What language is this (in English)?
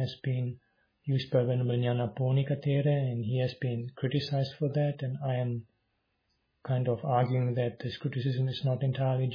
English